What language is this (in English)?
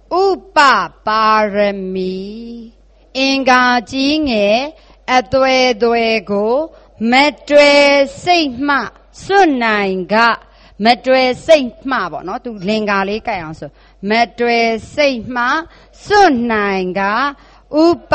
Burmese